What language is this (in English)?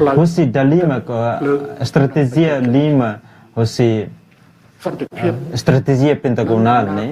Tetum